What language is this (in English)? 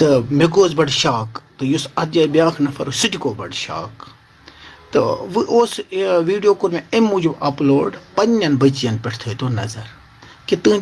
Kashmiri